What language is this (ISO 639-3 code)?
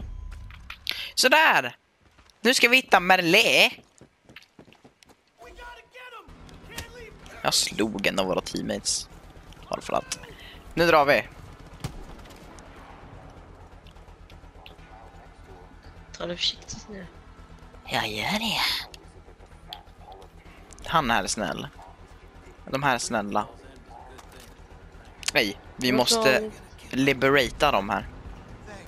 swe